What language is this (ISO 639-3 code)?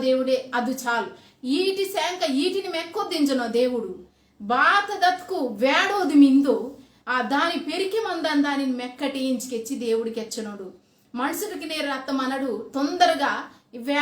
kff